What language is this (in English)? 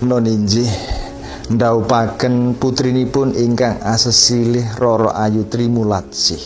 Javanese